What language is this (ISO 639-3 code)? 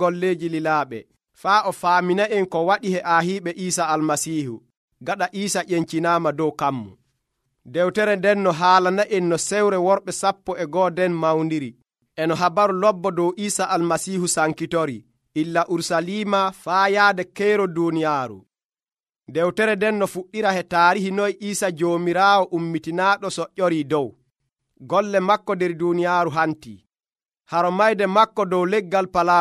fuv